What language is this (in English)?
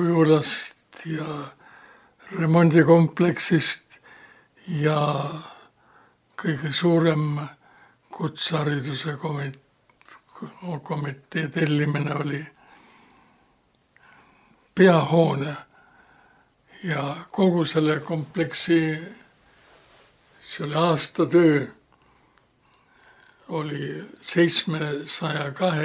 Estonian